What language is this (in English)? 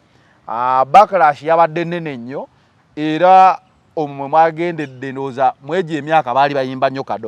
Ganda